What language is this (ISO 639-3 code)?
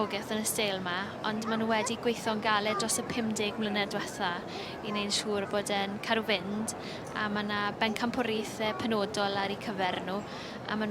cym